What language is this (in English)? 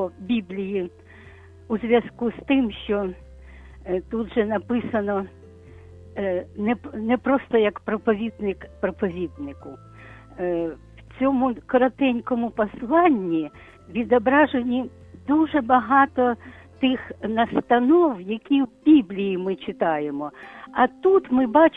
Ukrainian